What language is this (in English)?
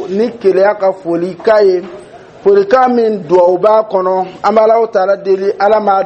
Dyula